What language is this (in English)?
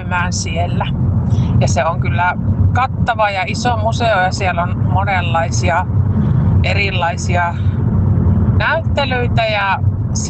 Finnish